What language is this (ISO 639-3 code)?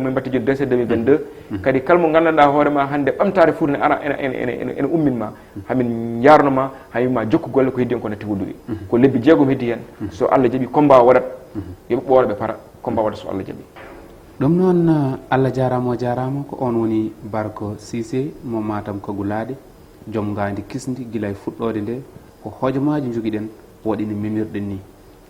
ful